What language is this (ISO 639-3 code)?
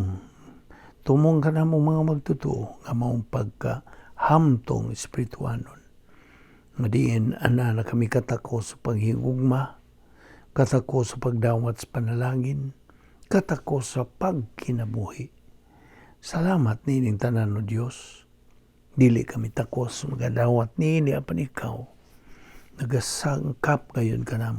ceb